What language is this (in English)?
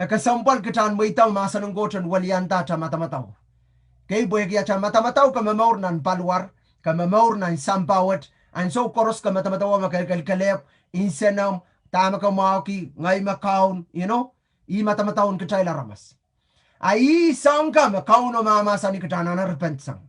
Pohnpeian